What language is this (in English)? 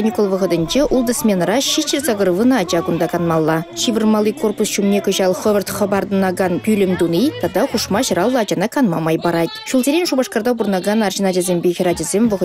Chuvash